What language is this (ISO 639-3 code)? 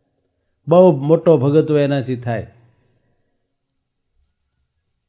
guj